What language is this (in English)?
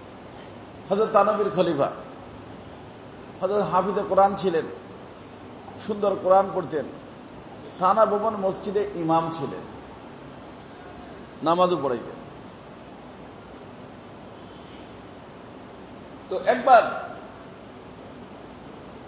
Bangla